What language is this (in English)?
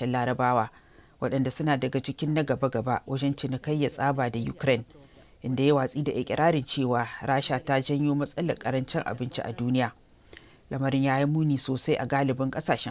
Hausa